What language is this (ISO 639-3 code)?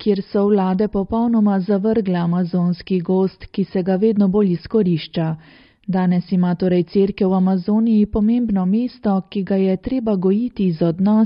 slv